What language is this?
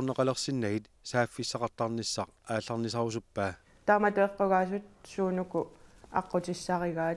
Kalaallisut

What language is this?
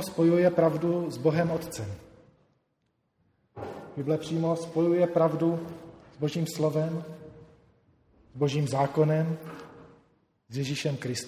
Czech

